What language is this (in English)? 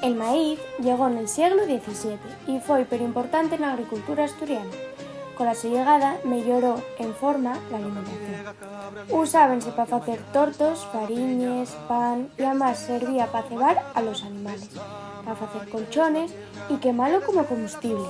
Asturian